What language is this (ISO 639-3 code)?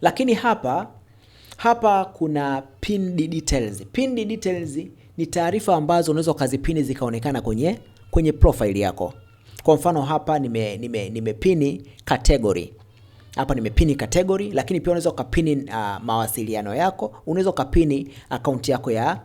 swa